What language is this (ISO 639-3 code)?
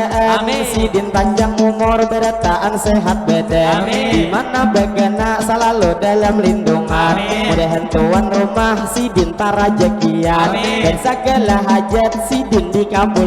bjn